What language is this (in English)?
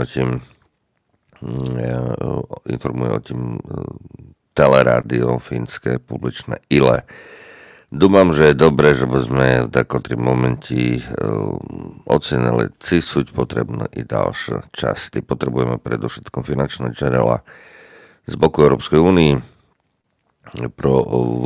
Slovak